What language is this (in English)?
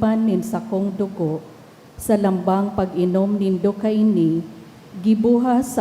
Bikol